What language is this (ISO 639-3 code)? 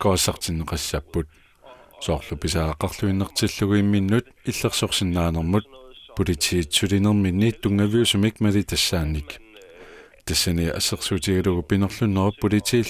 kal